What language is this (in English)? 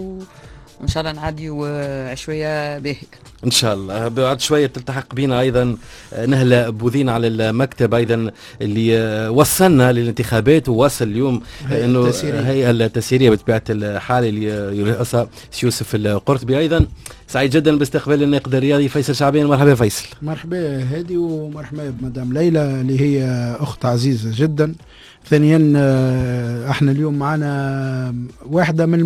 Tunisian Arabic